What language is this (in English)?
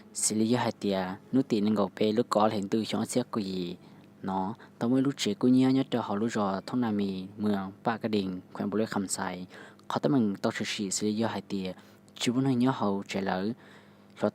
Hmong